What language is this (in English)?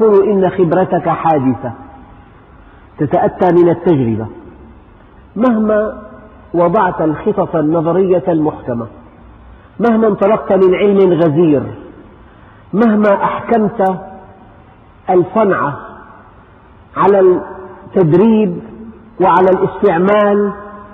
Arabic